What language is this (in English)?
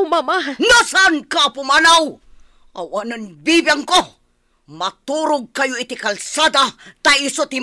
Iloko